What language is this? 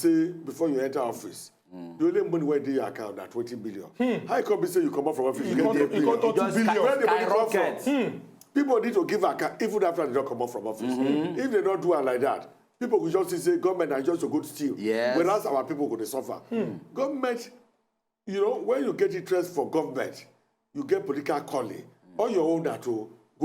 Nigerian Pidgin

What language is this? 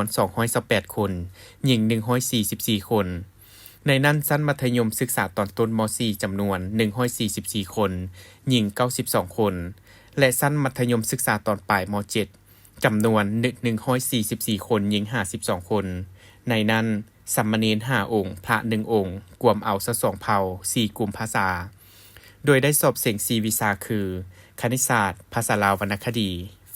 Lao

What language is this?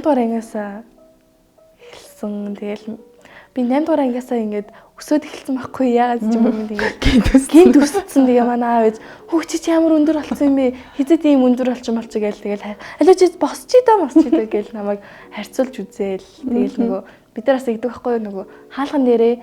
Mongolian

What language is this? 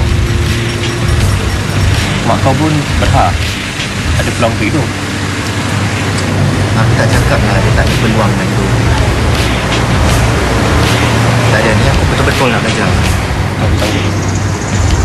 Malay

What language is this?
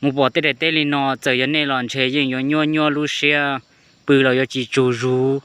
Hmong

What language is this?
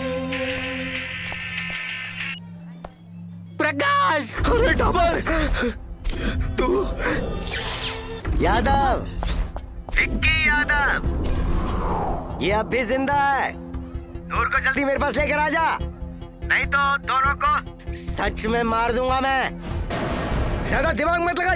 Hindi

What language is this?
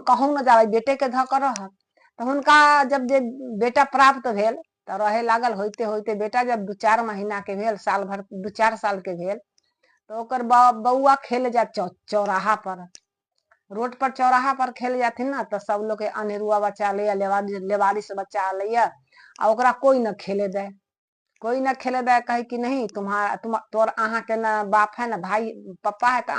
Maithili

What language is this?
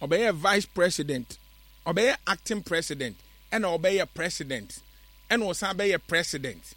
Akan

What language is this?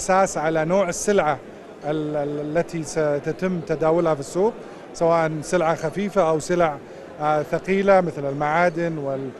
Arabic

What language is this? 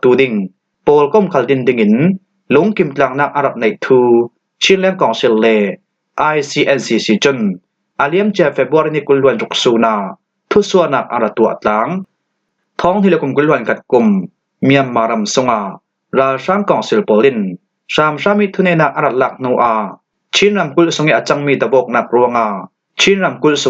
Falam Chin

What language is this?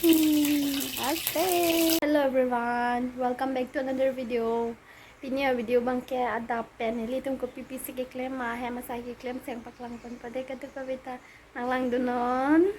Karbi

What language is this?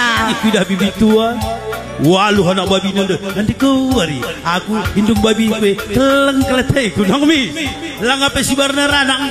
Batak Karo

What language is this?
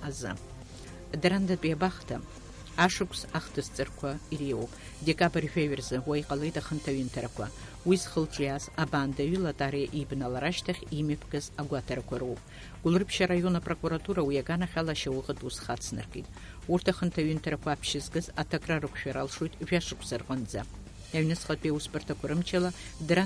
Abkhazian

